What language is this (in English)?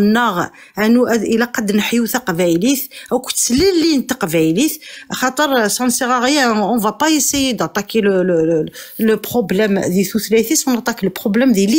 Kabyle